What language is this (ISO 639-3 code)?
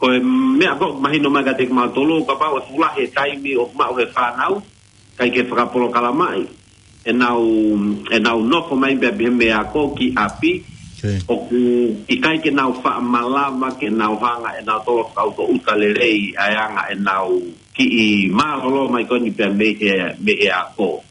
ton